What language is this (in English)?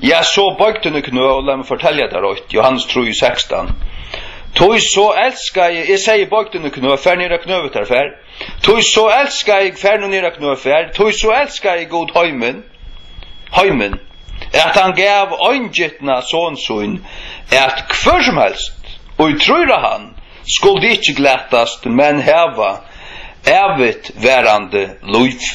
Faroese